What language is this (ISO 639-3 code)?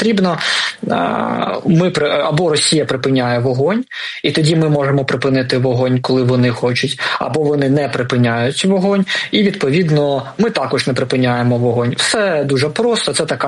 ukr